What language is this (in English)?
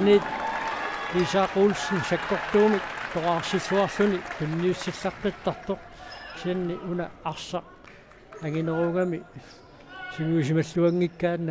Kalaallisut